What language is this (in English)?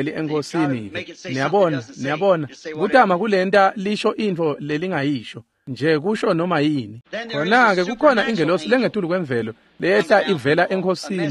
Swati